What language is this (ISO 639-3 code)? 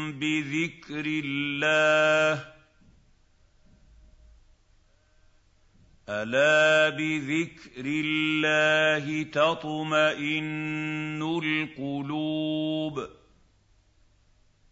ara